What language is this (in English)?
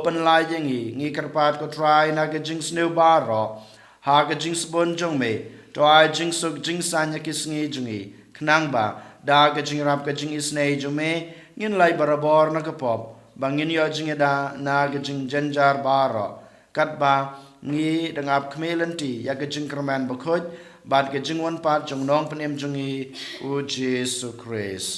Khasi